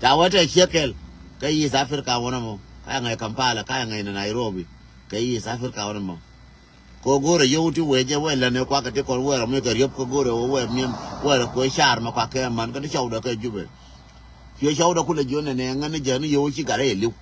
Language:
Nuer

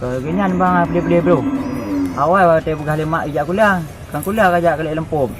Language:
Achinese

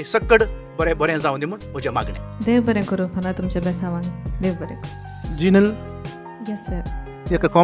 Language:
Konkani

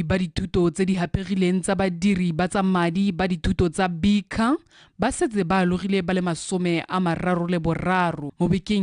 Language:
Tswana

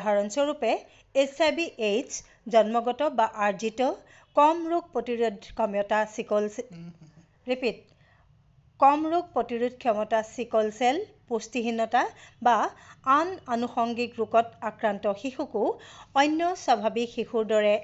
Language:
Assamese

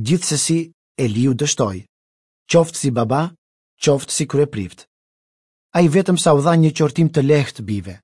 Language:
Albanian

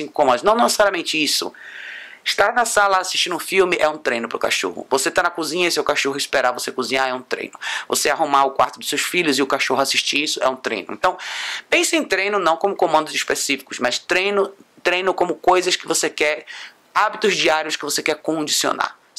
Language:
Portuguese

